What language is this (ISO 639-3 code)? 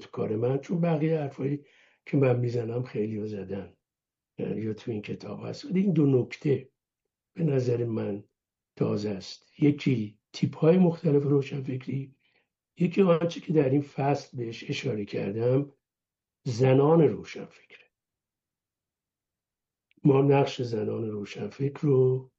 fas